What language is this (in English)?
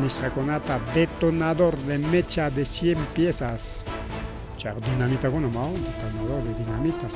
Ayacucho Quechua